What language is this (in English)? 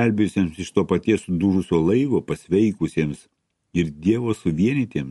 Lithuanian